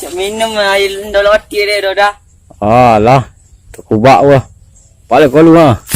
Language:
Minangkabau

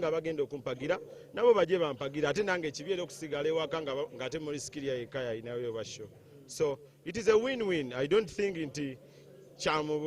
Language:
Ganda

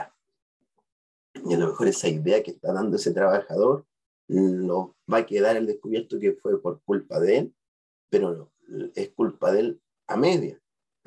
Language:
Spanish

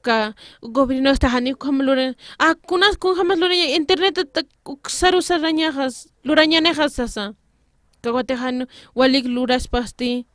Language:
Aymara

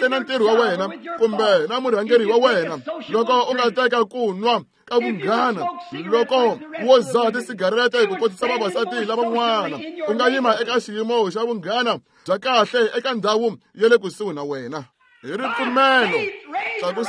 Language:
Tsonga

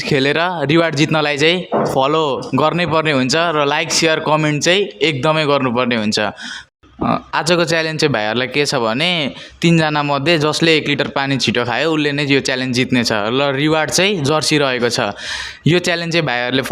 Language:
Nepali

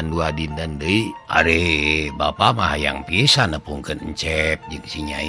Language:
Sundanese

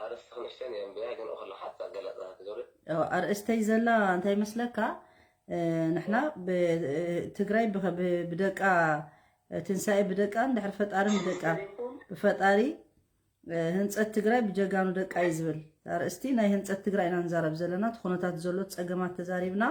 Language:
Tigrinya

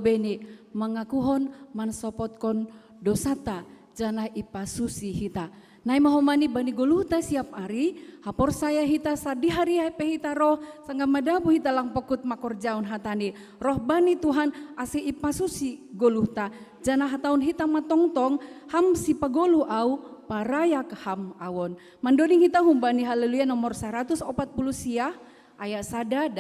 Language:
Batak Simalungun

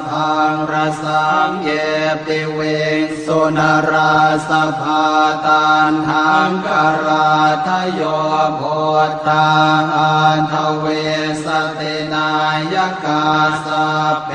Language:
Pali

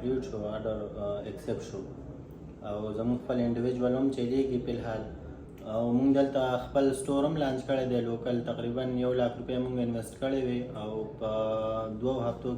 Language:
Saraiki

